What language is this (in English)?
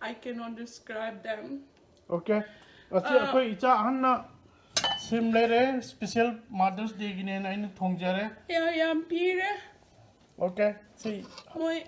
Manipuri